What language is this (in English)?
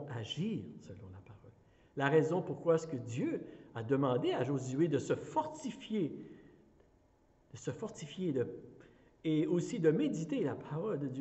French